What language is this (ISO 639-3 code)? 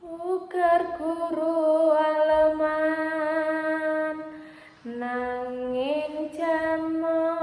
jav